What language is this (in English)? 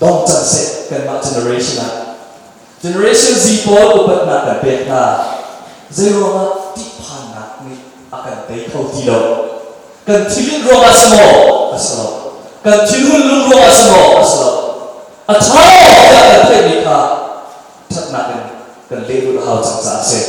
Hakha Chin